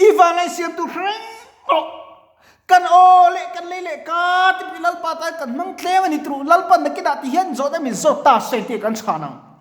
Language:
Mizo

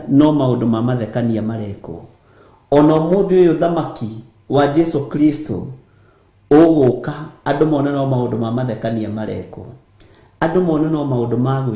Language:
Kikuyu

